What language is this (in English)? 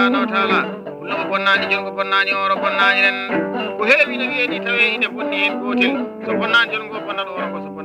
Fula